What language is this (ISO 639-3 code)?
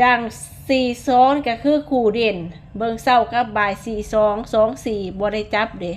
lao